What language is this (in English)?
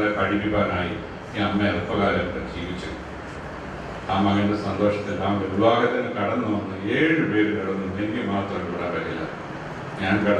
Malayalam